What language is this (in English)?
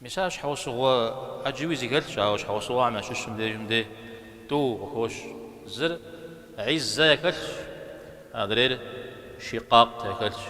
Kabardian